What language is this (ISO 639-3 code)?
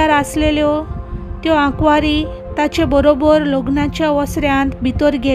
kok